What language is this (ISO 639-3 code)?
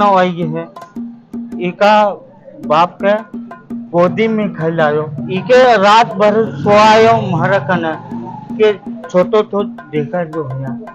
raj